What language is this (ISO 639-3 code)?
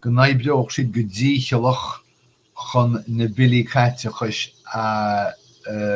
gle